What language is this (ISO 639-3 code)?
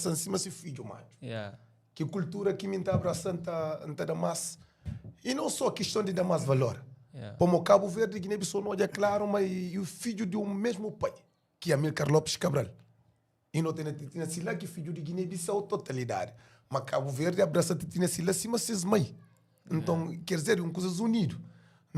kea